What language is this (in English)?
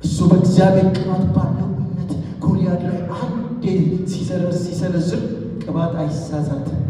Amharic